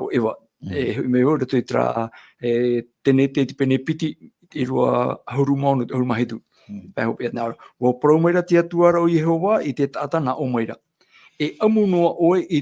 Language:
Tahitian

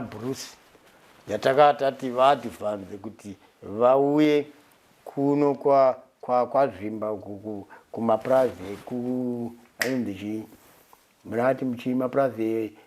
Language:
Shona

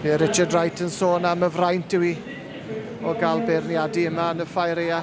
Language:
Welsh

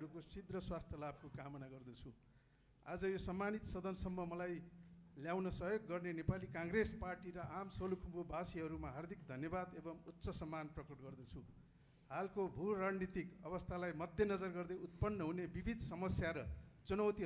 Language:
Nepali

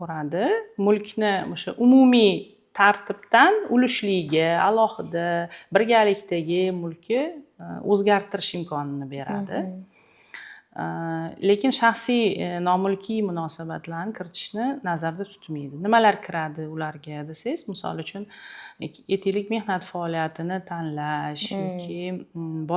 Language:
Uzbek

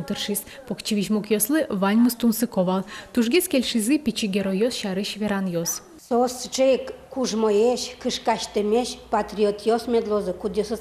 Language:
Udmurt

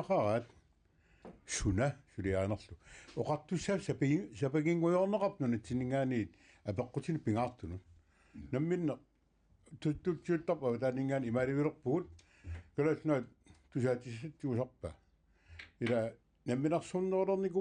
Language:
Kalaallisut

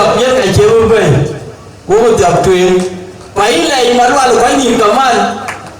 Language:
Dinka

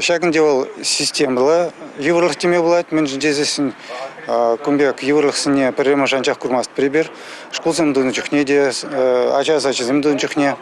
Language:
Chuvash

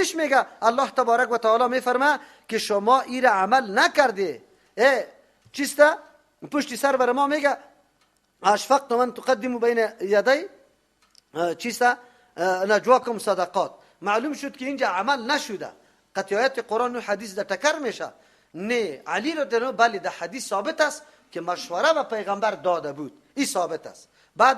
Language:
Persian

